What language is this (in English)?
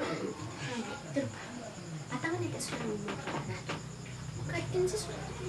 Minangkabau